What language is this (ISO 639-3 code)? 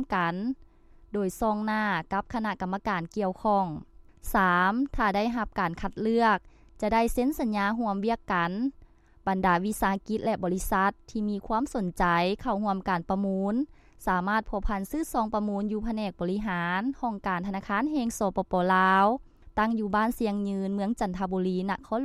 lao